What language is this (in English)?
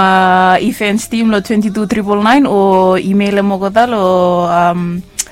Bislama